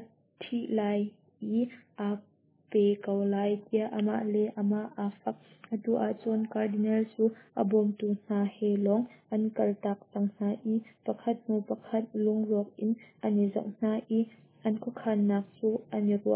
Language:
Hakha Chin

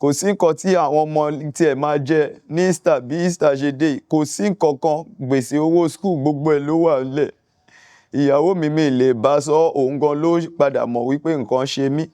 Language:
Yoruba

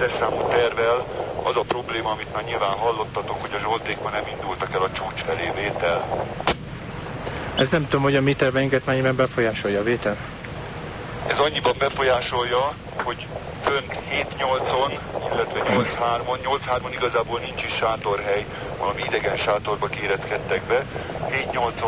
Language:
Hungarian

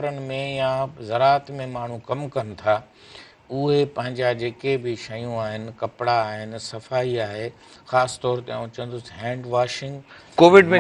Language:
Sindhi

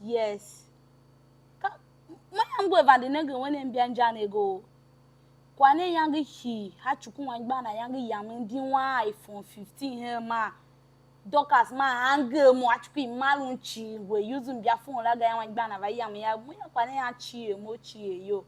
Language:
Tiv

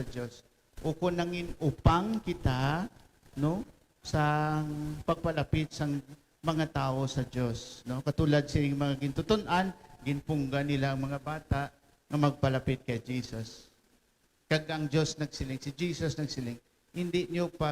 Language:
Hiligaynon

